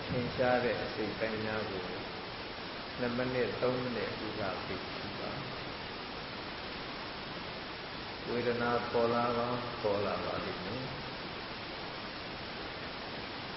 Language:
Burmese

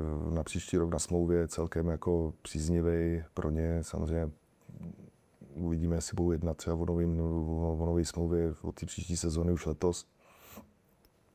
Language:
Czech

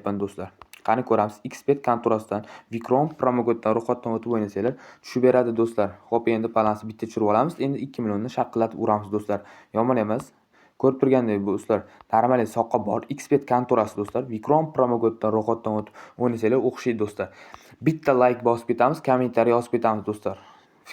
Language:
Uzbek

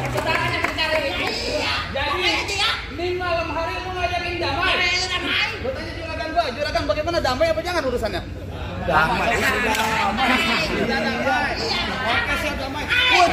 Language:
Betawi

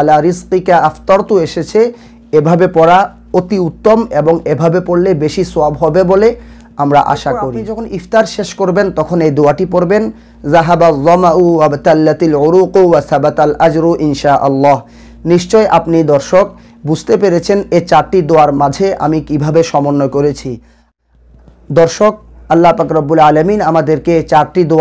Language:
Bangla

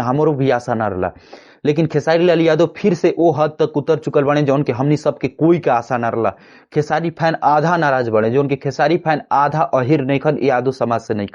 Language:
Bhojpuri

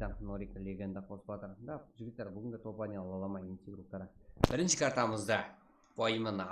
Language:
Kara-Kalpak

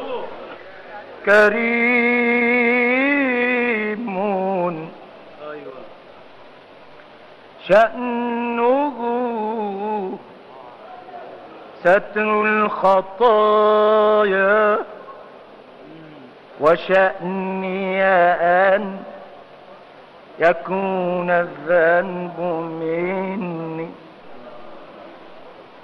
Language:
Arabic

